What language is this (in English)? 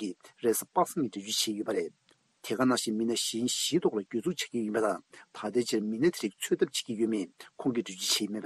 Tibetan